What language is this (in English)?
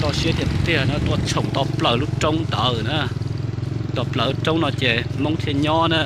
Hmong